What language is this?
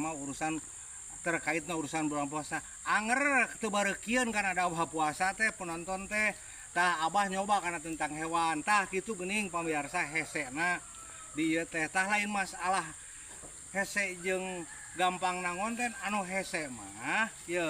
Sundanese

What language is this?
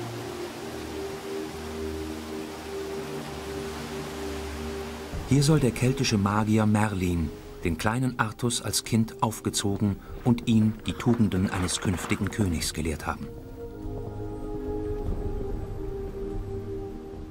German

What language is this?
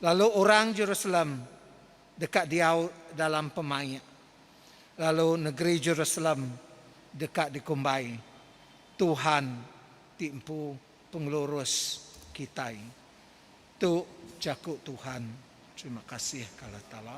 Iban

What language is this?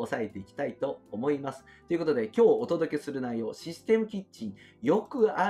Japanese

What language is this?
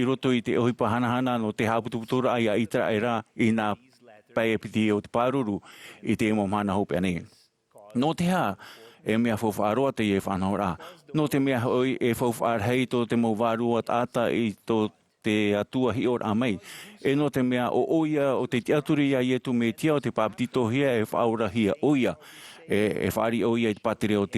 Tahitian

